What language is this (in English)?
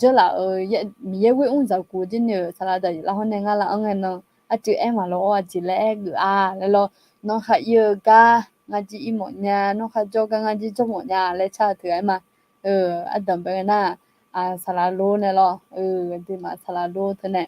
Akha